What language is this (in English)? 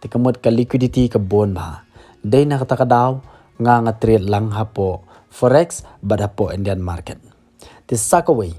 Khasi